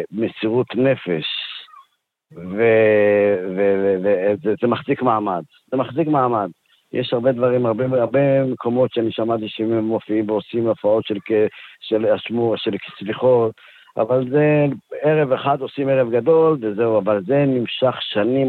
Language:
Hebrew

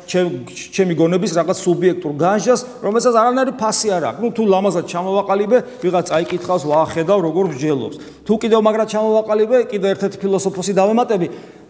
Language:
Georgian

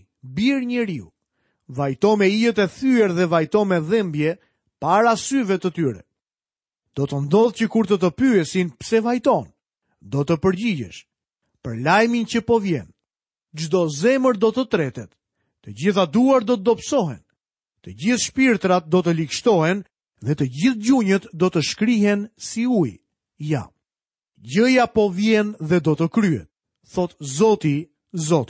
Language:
Albanian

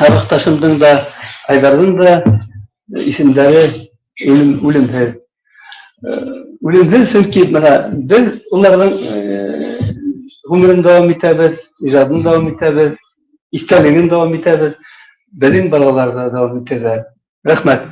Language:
Bashkir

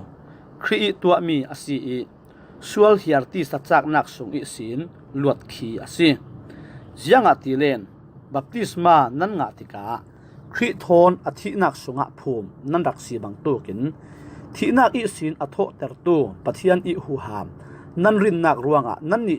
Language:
Falam Chin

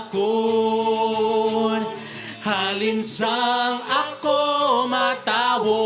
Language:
Hiligaynon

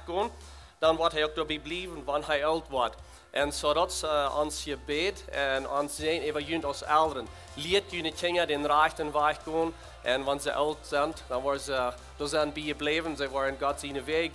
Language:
Plautdietsch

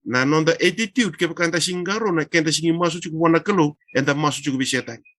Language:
Fijian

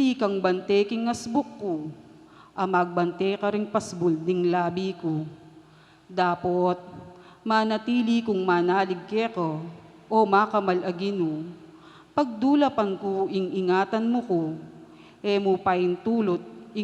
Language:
Pampanga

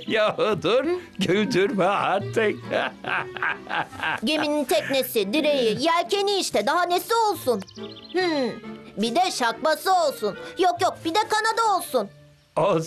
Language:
Turkish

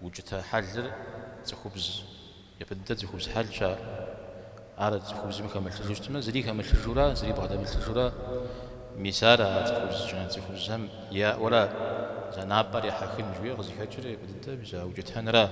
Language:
Kabardian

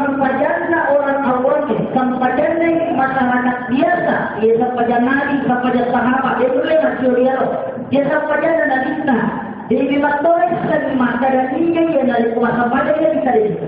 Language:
Buginese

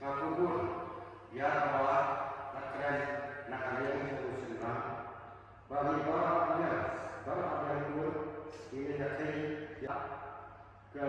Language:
Khasi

